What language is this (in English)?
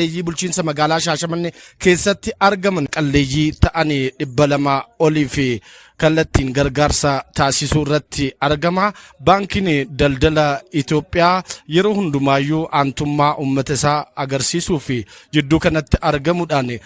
Oromo